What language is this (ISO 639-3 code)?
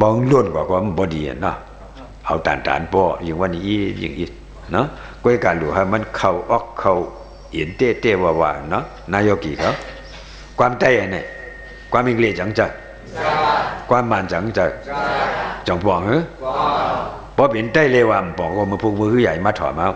shn